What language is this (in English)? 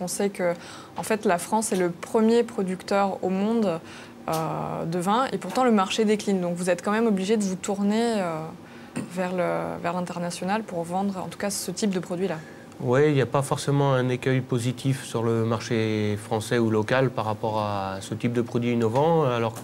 French